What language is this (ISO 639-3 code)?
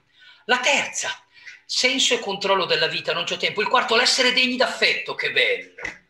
ita